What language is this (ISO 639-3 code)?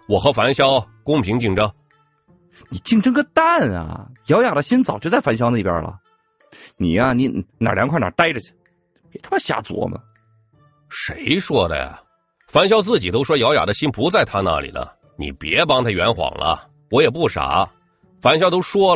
zho